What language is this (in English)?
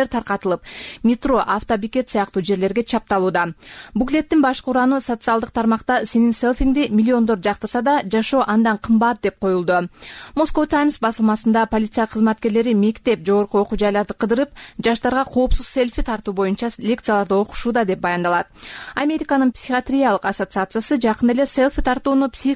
Kyrgyz